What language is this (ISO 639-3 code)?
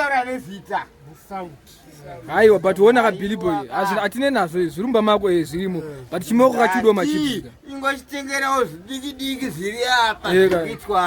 sna